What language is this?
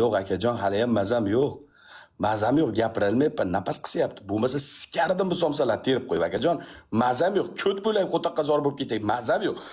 Uzbek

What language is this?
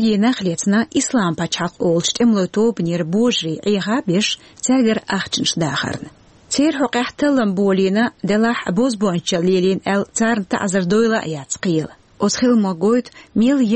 Chechen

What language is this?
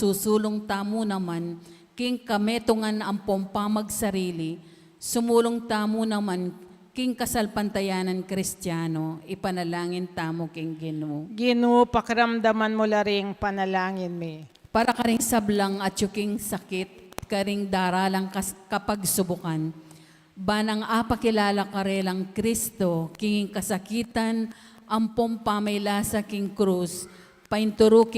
Pampanga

